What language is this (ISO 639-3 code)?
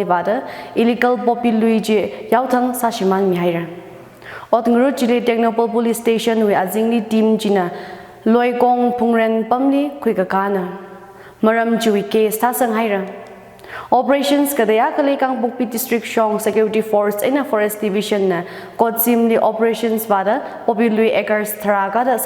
nmf